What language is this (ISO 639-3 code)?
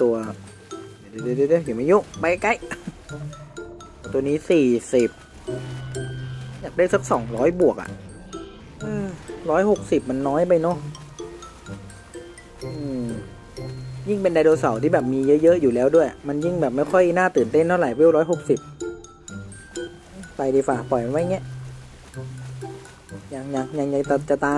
tha